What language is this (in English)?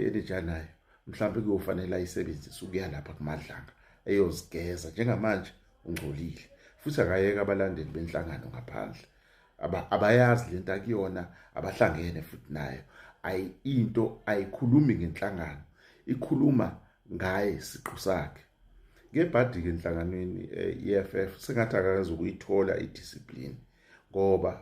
Zulu